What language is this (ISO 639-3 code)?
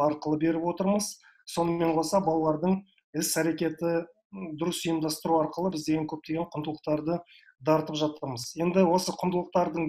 kaz